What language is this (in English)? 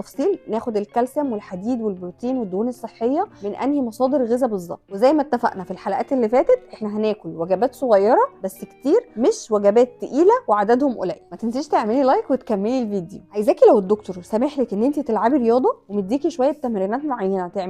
Egyptian Arabic